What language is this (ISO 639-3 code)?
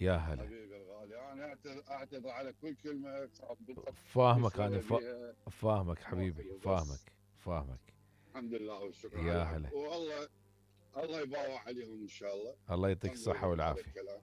acm